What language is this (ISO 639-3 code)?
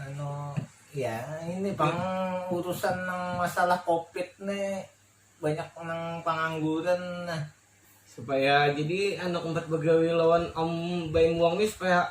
bjn